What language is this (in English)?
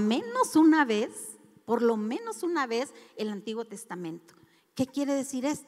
Spanish